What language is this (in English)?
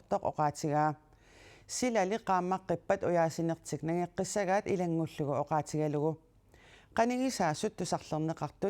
Kalaallisut